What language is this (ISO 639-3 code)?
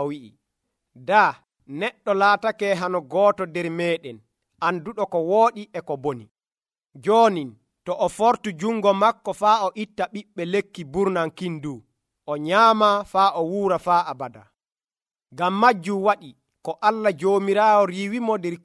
fuv